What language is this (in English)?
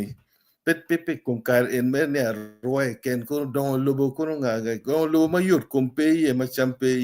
Acoli